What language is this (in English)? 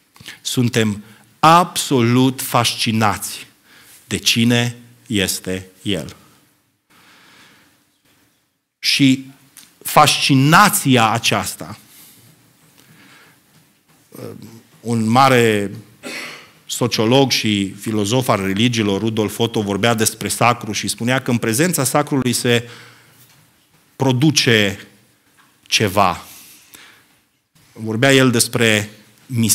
Romanian